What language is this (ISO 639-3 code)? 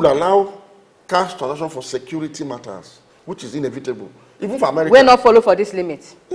pcm